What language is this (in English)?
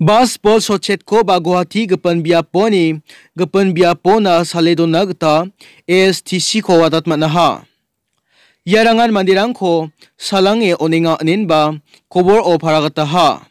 Garo